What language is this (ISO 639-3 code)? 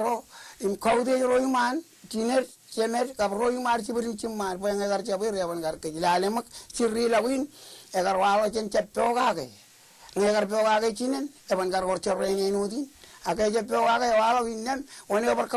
mah